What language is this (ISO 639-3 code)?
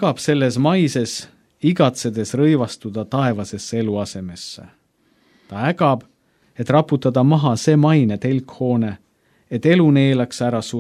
est